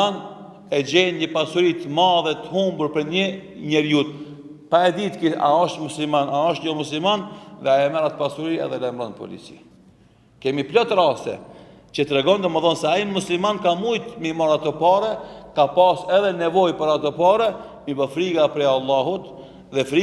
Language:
Albanian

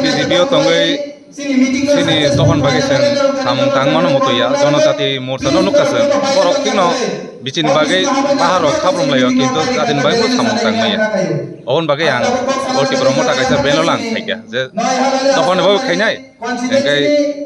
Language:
Kok Borok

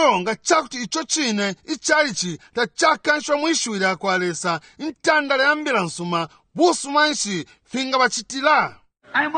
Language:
Bemba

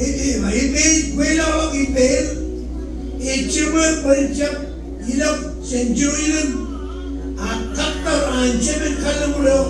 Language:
Marshallese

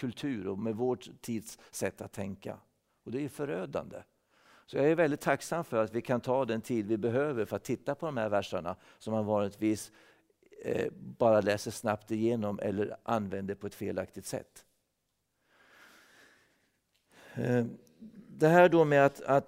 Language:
Swedish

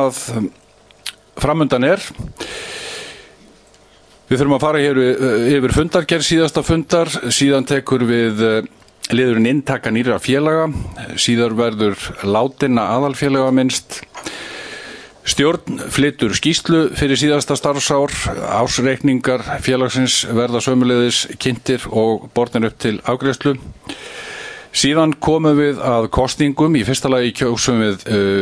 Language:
Icelandic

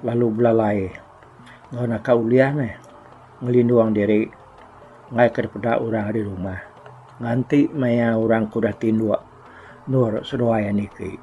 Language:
Iban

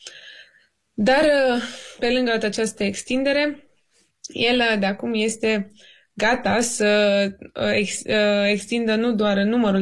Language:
Romanian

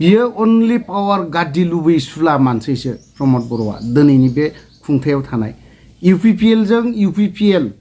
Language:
Bodo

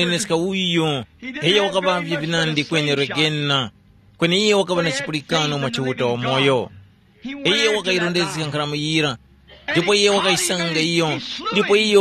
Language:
Tumbuka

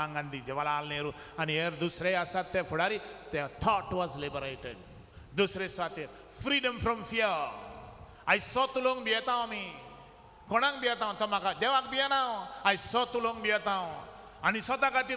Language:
Konkani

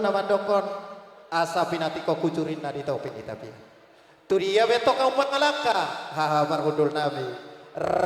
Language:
Batak Toba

